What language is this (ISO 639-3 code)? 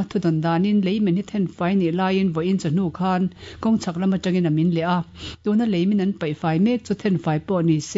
lus